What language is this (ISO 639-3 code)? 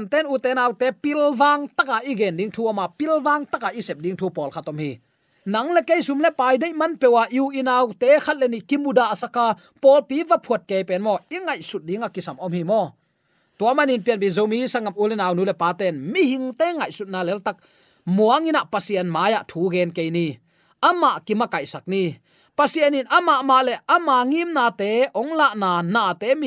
ctd